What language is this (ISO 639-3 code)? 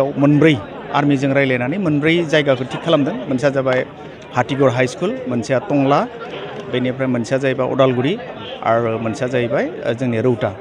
brx